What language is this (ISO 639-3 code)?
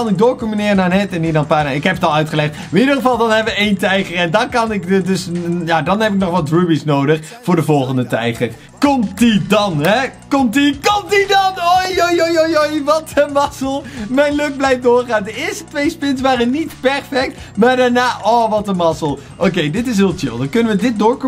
nld